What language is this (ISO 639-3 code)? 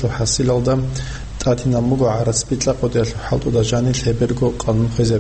ava